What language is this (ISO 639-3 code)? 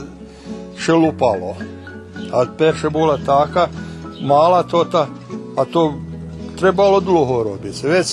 rue